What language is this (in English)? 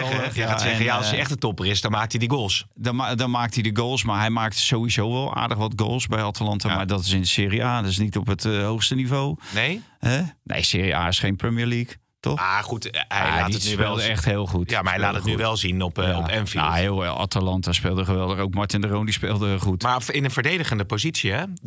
Dutch